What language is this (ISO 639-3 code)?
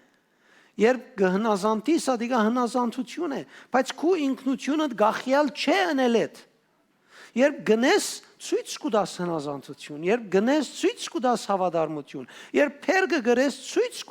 hyw